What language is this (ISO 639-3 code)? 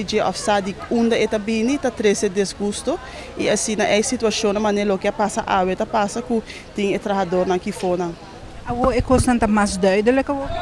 pap